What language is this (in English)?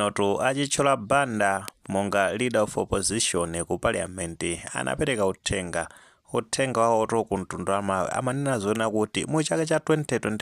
Nyanja